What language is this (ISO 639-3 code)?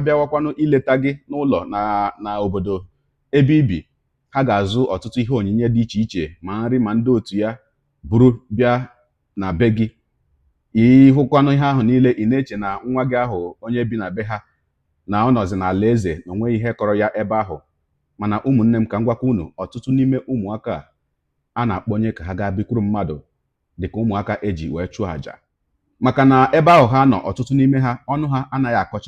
ibo